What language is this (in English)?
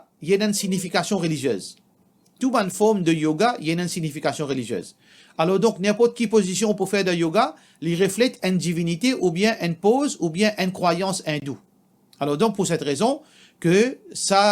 Morisyen